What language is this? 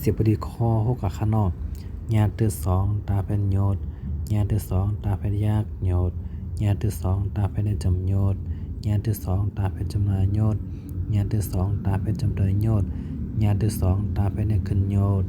Shan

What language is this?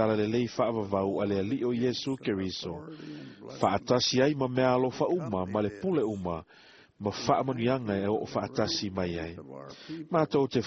Samoan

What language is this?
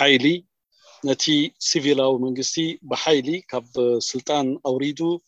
Tigrinya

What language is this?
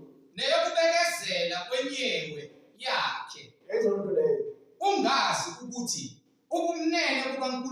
Zulu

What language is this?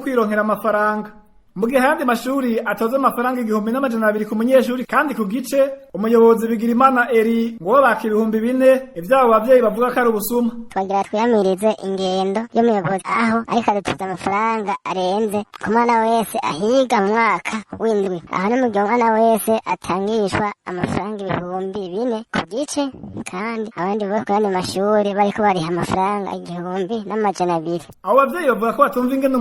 Rundi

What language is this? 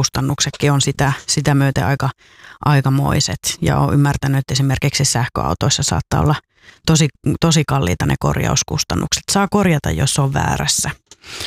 Finnish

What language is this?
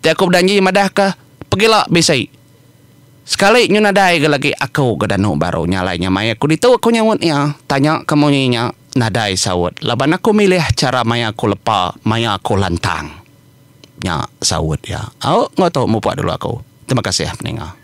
Iban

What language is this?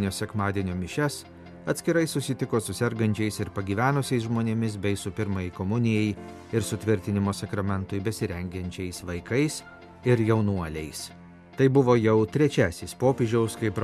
Lithuanian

